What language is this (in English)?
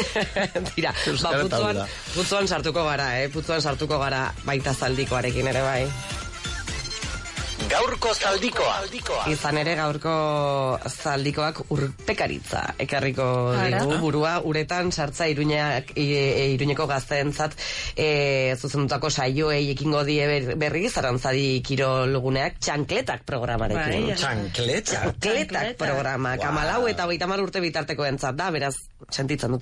Basque